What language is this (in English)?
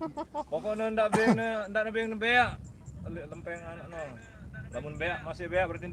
Sasak